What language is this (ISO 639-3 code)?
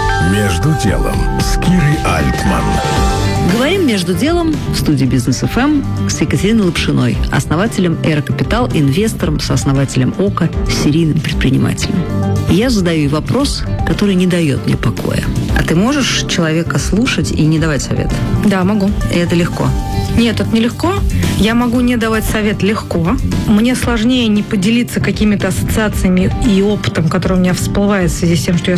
rus